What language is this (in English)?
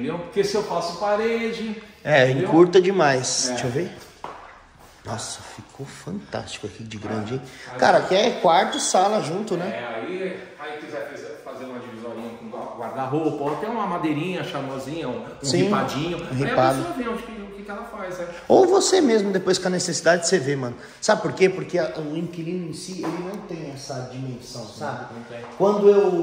Portuguese